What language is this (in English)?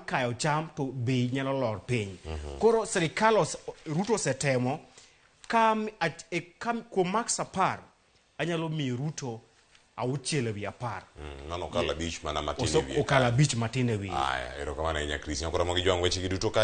Luo (Kenya and Tanzania)